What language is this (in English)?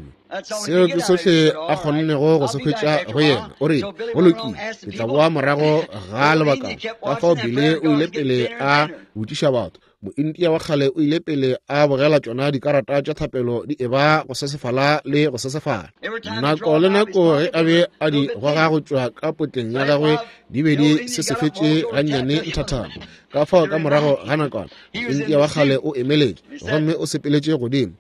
Northern Sotho